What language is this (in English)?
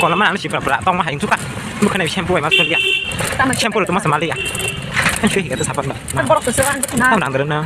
Kok Borok